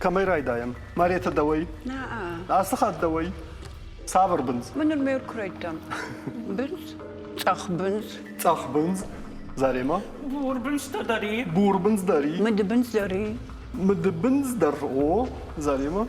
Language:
Ossetic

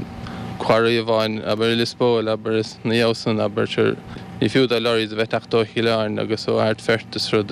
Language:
Irish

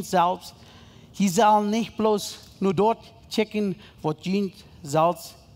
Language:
Plautdietsch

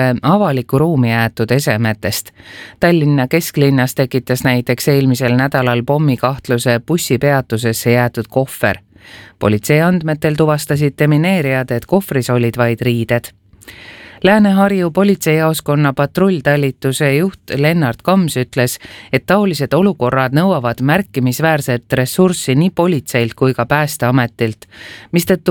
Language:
Estonian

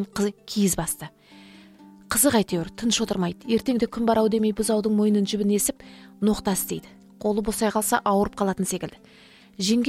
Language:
Kazakh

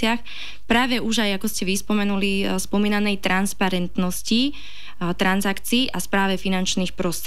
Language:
Slovak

